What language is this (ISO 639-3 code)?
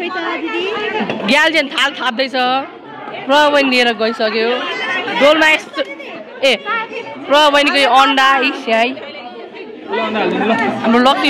nep